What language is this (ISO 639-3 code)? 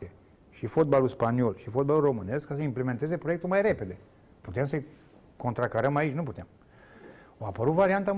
ron